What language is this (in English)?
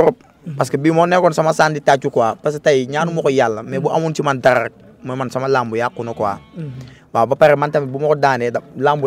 Wolof